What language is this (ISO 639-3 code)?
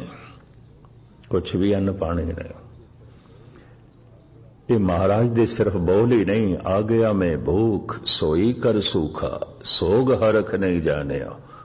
pan